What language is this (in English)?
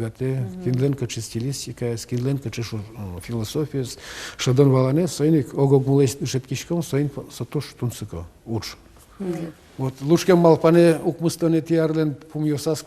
Udmurt